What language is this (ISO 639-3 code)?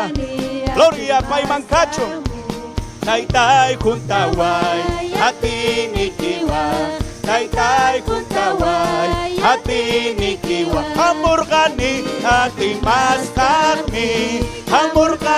quy